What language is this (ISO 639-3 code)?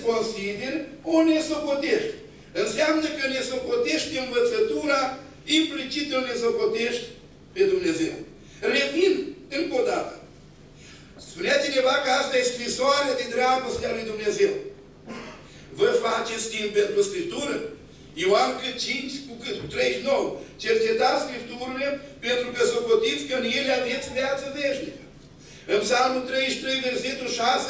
ron